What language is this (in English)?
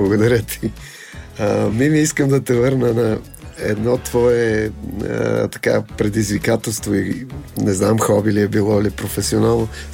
Bulgarian